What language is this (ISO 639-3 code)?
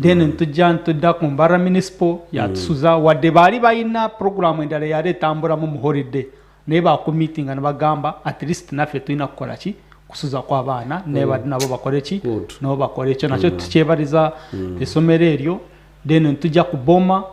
nyn